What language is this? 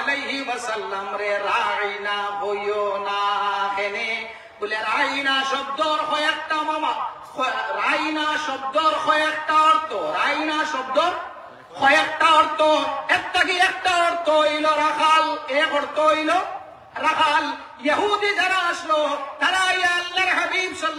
Sylheti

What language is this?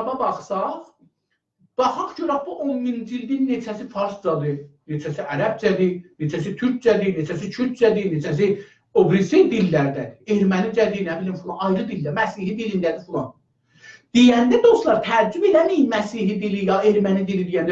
South Azerbaijani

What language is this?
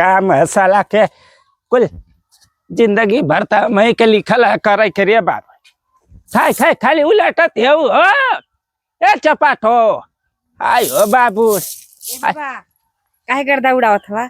Bhojpuri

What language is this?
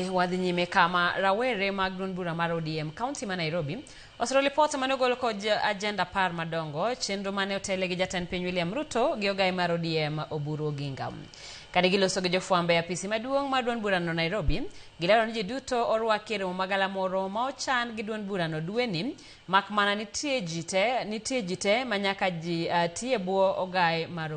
Luo (Kenya and Tanzania)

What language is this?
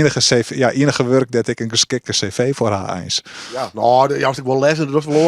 Western Frisian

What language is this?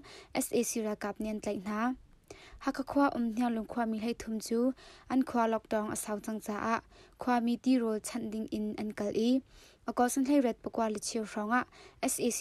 Hakha Chin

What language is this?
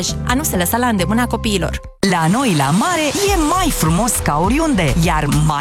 Romanian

